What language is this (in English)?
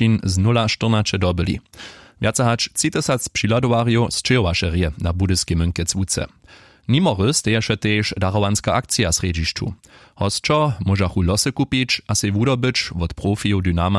Upper Sorbian